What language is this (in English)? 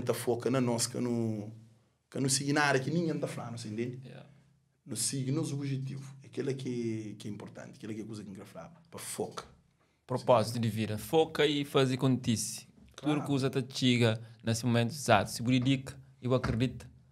Kabuverdianu